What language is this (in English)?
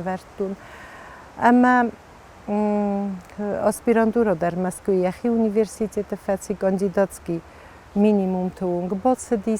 Ossetic